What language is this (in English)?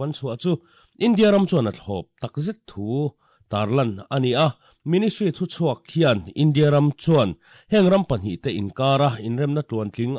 Mizo